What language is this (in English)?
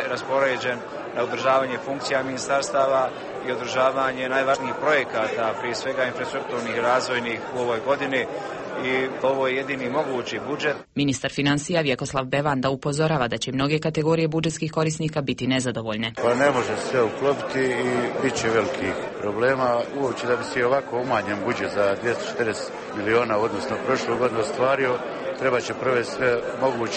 Bosnian